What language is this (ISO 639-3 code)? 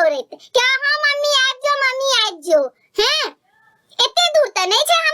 mai